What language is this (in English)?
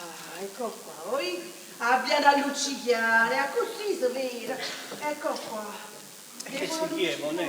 Neapolitan